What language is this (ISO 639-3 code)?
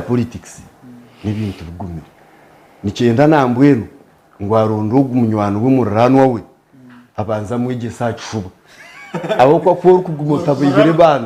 nyn